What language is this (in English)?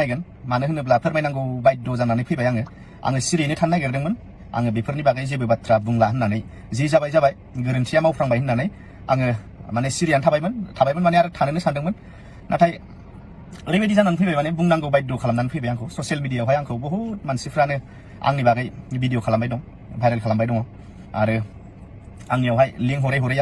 Bodo